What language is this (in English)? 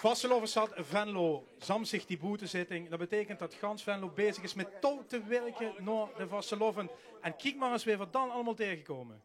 Limburgish